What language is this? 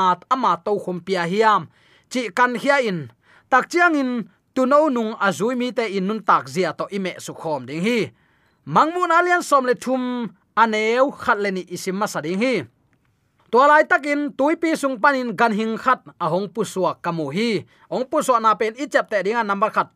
Tedim Chin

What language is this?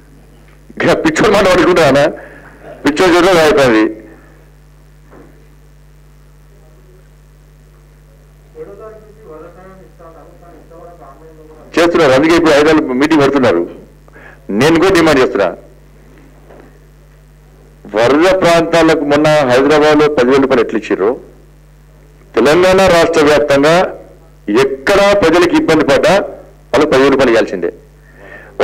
Telugu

